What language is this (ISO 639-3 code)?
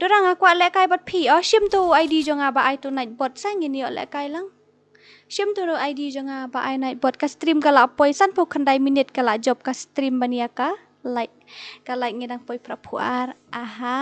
kha